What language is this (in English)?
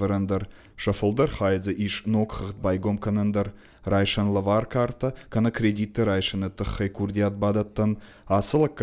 Ossetic